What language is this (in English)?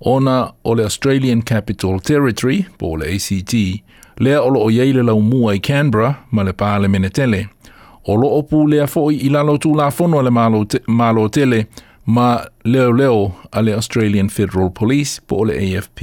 Samoan